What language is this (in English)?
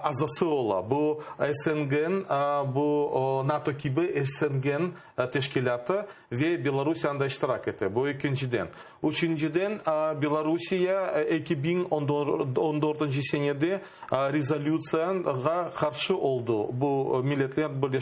Crimean Tatar